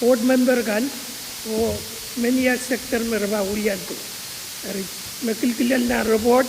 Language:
Pohnpeian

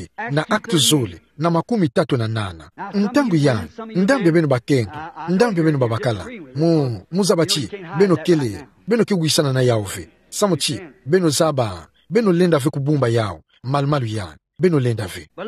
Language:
Kituba (Democratic Republic of Congo)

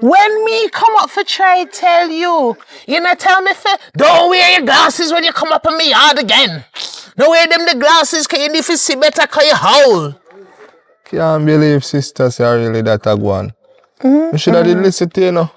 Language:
Jamaican Creole English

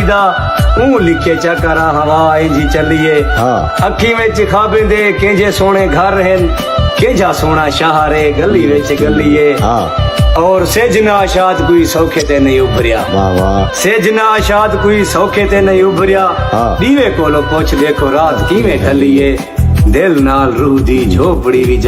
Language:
Saraiki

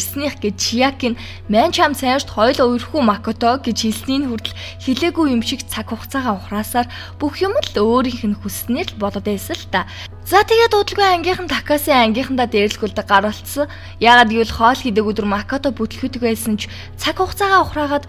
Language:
Mongolian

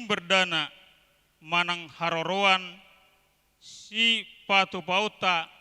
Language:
Batak Toba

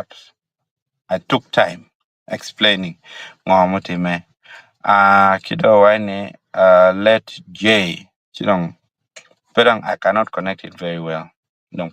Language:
Acoli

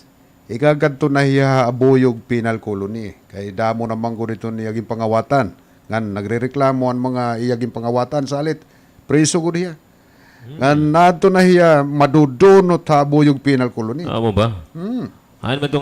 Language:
Waray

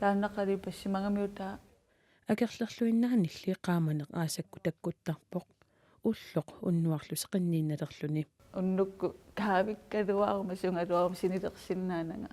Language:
Kalaallisut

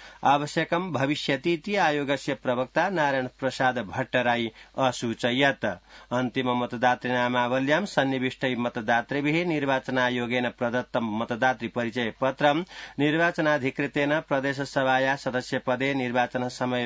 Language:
Sanskrit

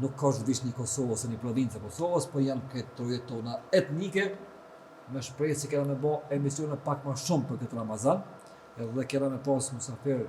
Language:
Albanian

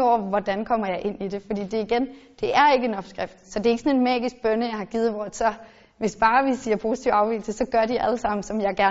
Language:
Danish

